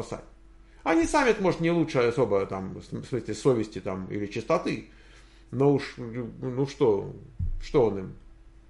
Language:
Russian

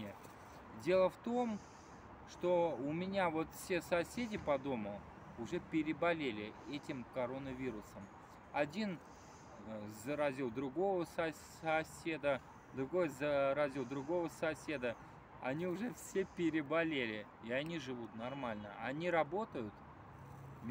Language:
Russian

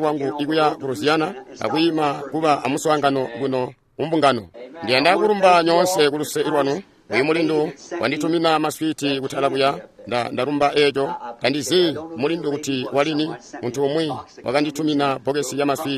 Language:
Tonga (Zambia)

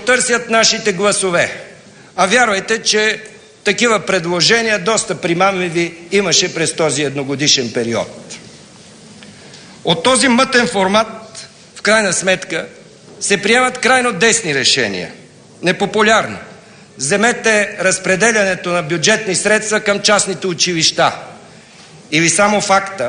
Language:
Bulgarian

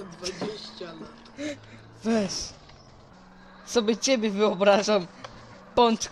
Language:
Polish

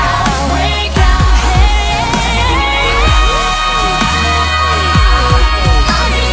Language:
Swedish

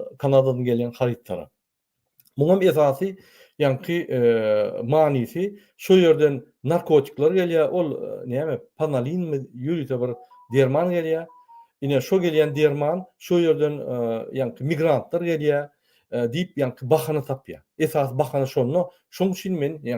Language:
Turkmen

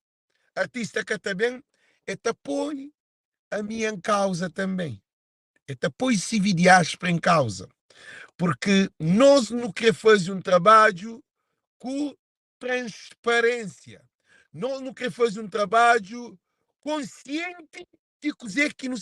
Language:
Kabuverdianu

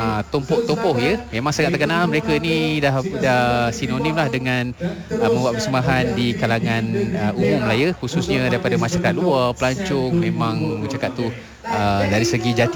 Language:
Malay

